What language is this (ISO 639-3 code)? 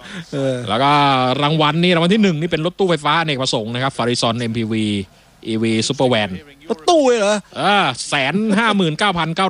tha